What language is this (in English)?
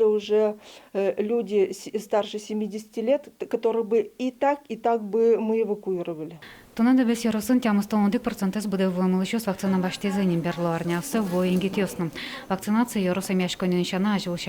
Udmurt